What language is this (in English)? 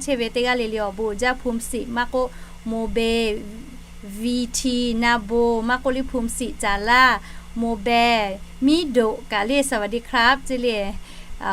Lahu